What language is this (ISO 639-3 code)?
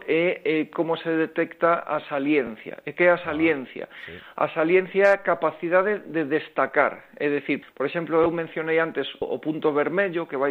glg